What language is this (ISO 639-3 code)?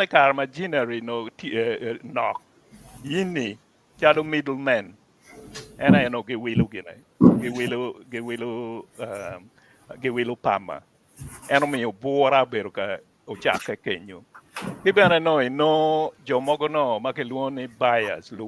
ach